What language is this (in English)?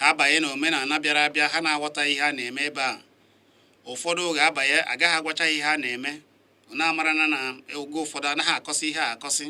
Igbo